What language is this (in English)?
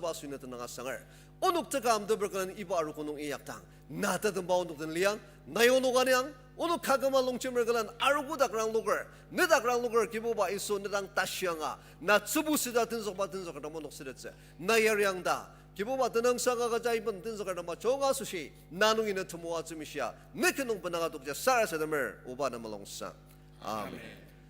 Ao Naga